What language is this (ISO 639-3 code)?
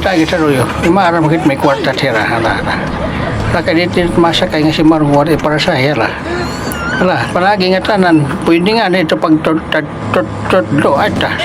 war